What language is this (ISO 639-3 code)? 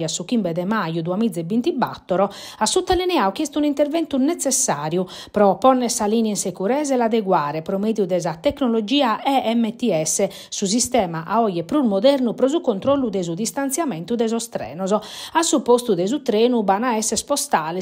srd